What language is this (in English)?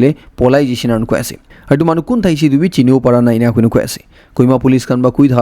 Naga Pidgin